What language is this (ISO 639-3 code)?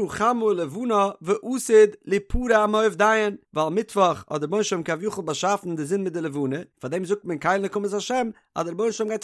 yid